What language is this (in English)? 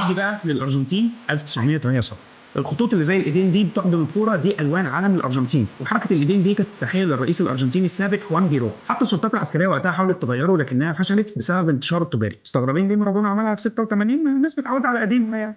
Egyptian Arabic